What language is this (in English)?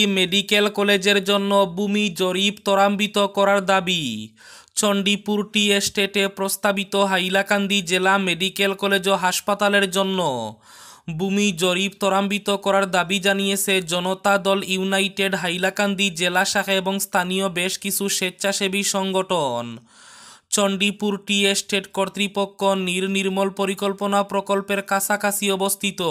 Bangla